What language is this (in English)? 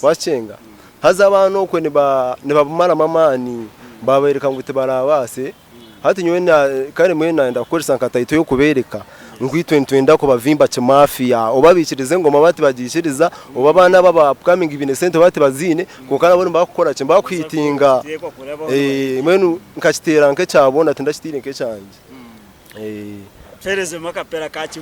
Nyankole